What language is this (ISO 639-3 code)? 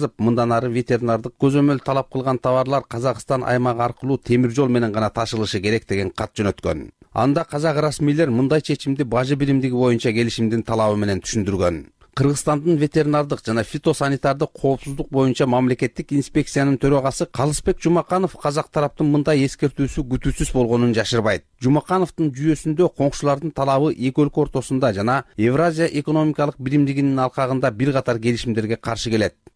kir